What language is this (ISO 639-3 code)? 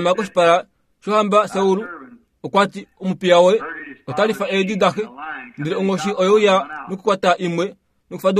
kua